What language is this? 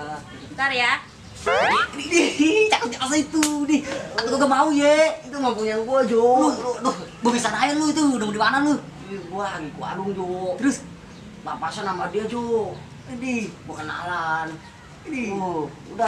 Betawi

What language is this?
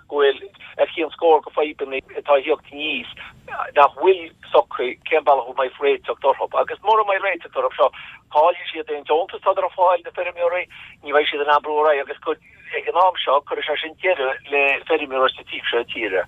Irish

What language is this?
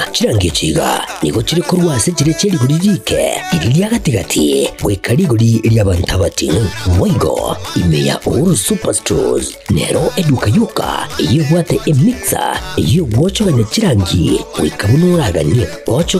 Gusii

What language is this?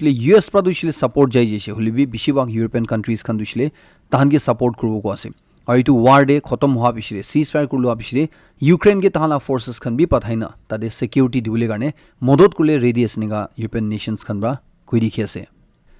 Naga Pidgin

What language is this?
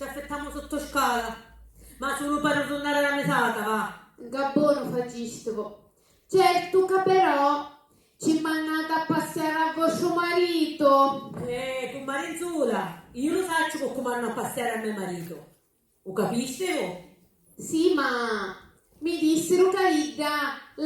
Sicilian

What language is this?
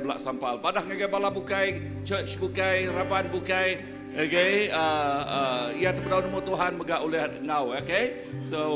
Iban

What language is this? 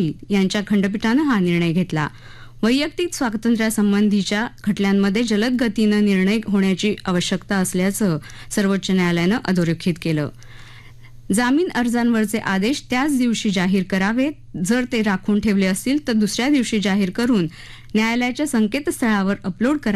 Marathi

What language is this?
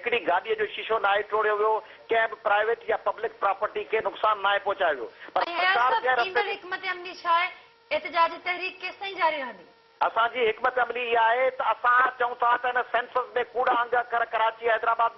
Sindhi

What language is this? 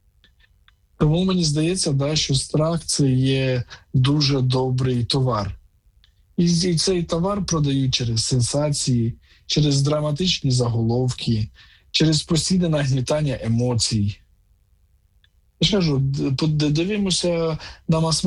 Ukrainian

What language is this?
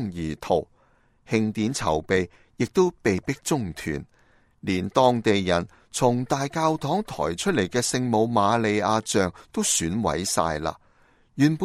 Cantonese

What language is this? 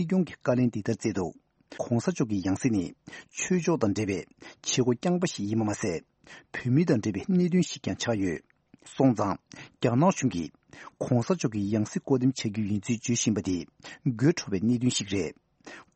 Tibetan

